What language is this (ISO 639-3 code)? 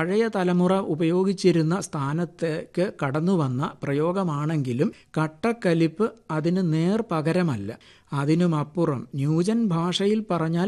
mal